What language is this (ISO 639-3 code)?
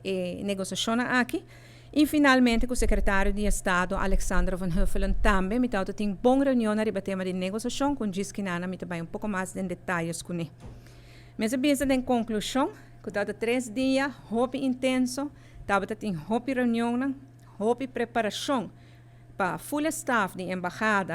pap